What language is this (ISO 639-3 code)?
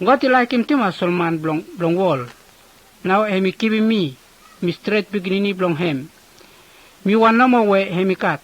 bis